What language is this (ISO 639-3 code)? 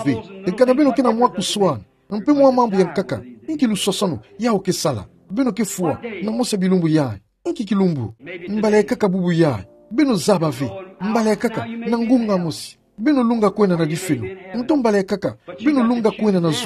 ktu